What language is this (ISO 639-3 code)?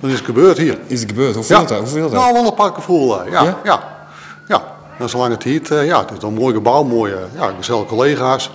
fry